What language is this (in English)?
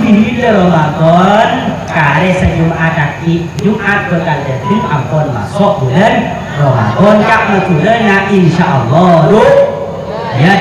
Madurese